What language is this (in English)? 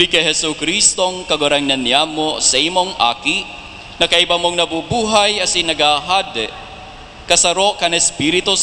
Bikol